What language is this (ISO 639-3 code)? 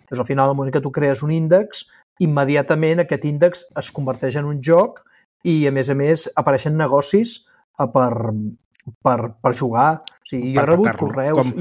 cat